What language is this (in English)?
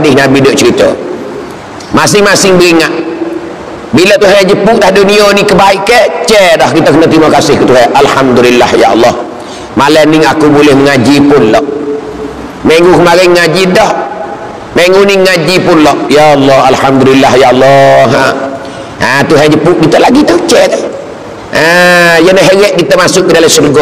Malay